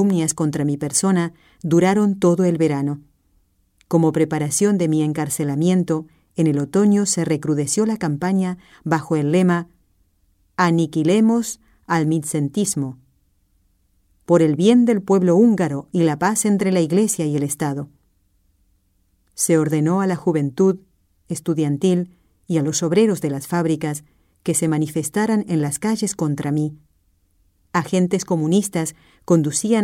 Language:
Spanish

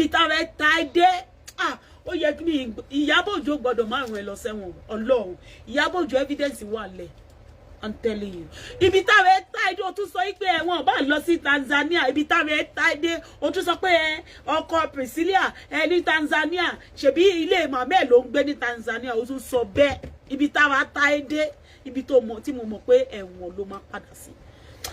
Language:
Yoruba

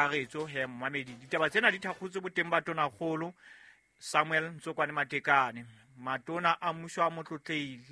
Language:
Southern Sotho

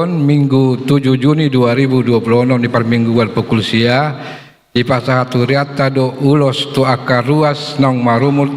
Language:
Batak Toba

